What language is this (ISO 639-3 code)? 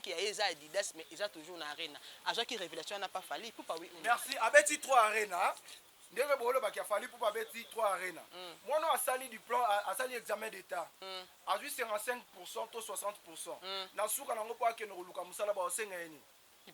lin